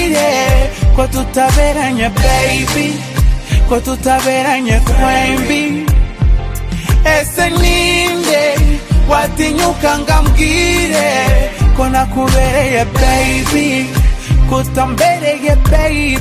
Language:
Kinyarwanda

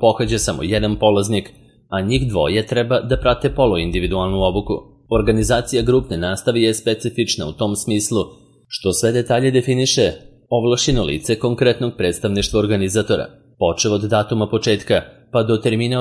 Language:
Serbian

